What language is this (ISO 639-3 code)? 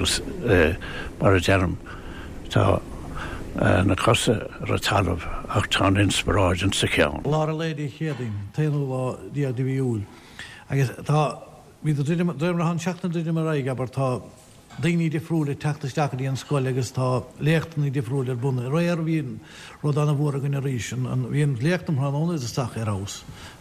gle